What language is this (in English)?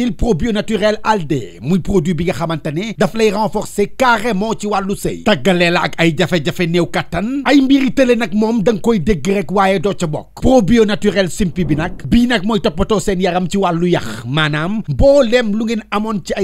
Wolof